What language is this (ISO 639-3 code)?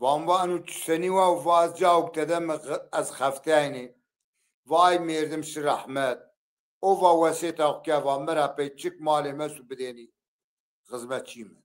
zza